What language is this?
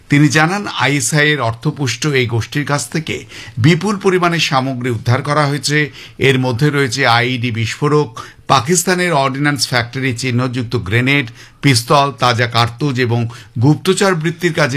Bangla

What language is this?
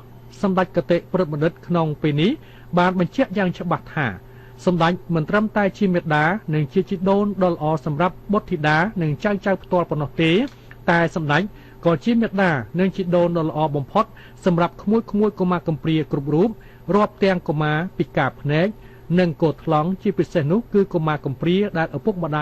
Khmer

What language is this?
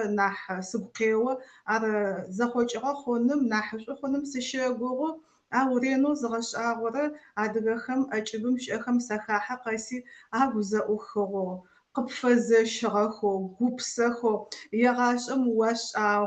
Adyghe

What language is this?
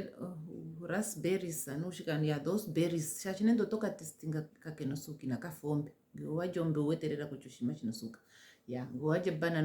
Ndonga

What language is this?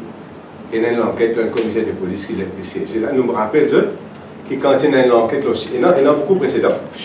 Morisyen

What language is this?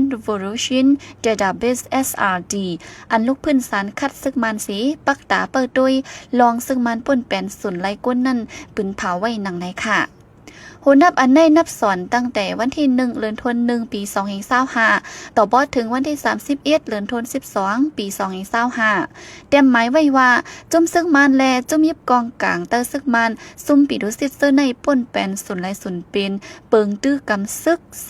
Shan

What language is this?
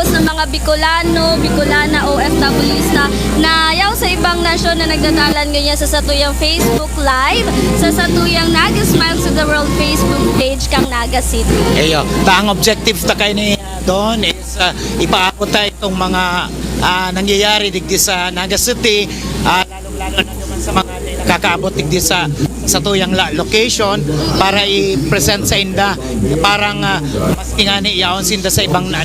Bikol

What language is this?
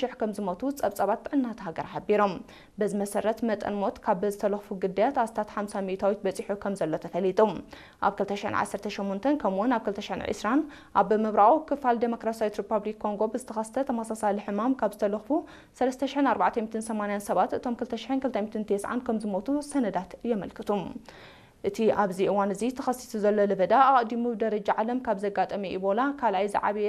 Tigrinya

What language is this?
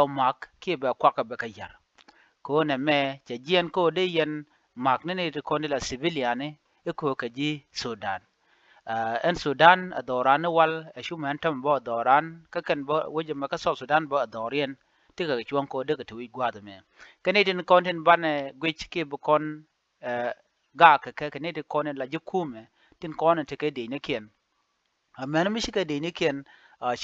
Nuer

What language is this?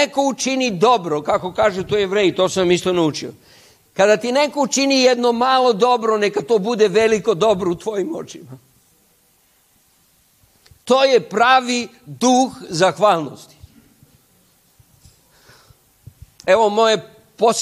Serbian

